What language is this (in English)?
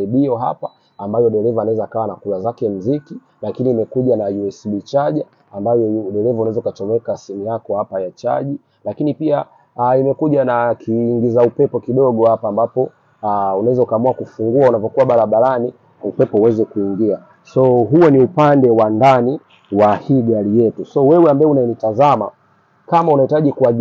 Swahili